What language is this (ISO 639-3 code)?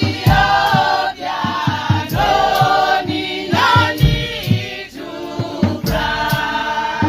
nya